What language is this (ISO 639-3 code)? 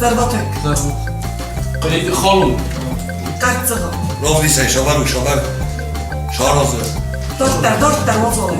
oss